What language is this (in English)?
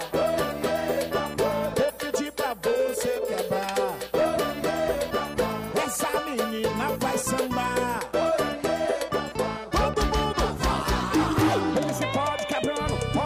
Portuguese